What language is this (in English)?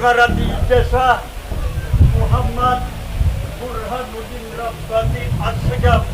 Banjar